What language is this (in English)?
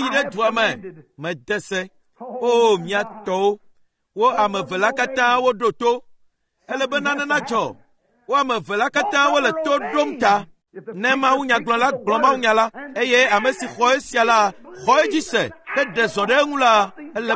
Ewe